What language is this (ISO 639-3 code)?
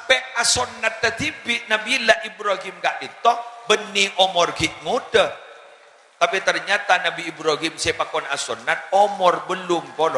mad